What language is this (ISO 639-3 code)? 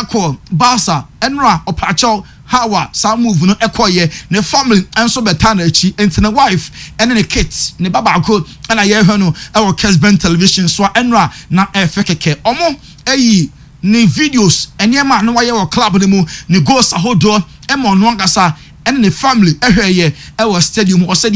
aka